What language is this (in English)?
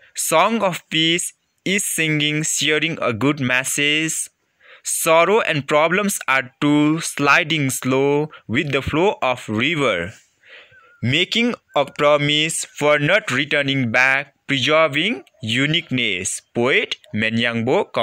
Limbu